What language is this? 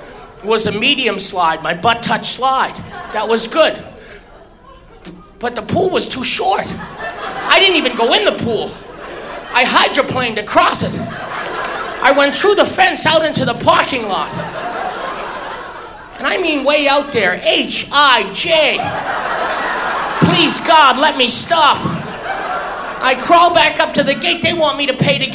English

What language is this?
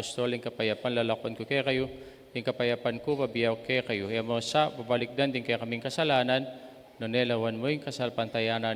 Pampanga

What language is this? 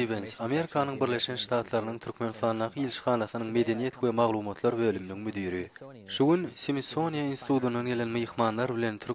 Turkmen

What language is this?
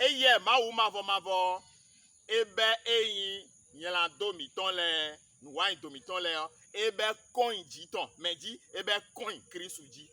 Fon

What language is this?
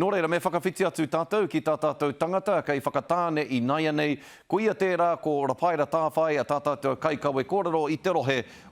Māori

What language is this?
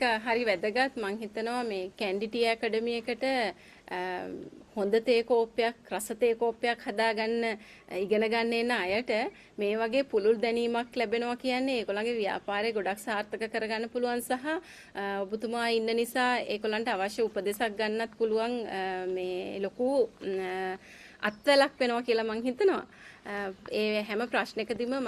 Sinhala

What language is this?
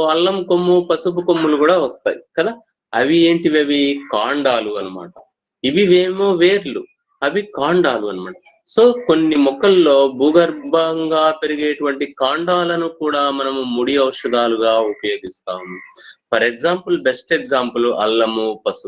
Telugu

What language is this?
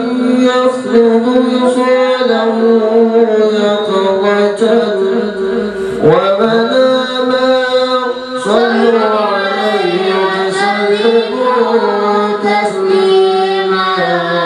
Arabic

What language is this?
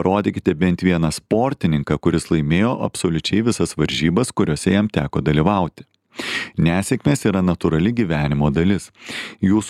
Lithuanian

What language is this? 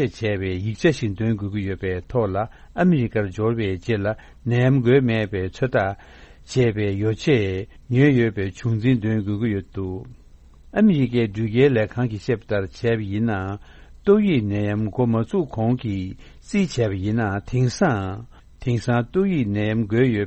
Tibetan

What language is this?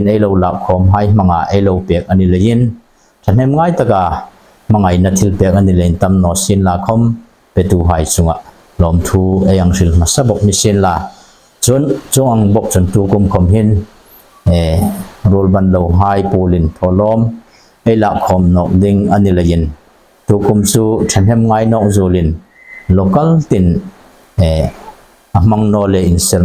Hmar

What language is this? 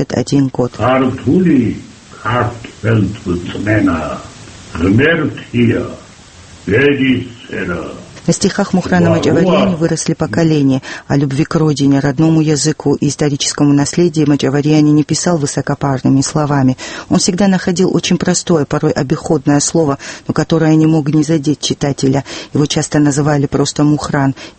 Russian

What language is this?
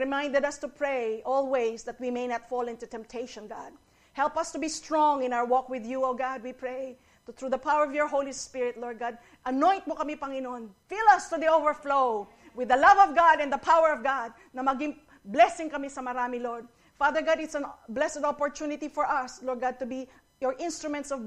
Filipino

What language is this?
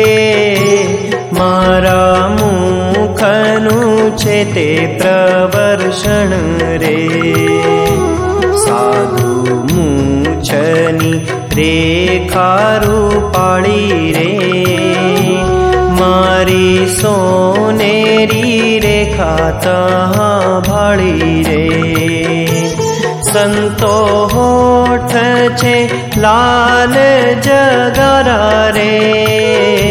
Gujarati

